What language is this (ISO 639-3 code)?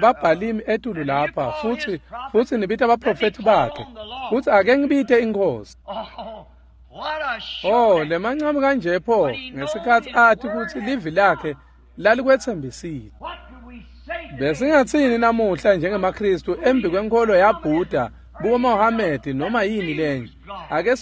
ssw